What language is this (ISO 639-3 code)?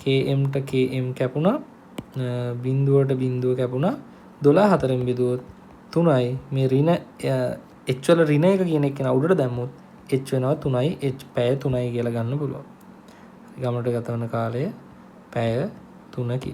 sin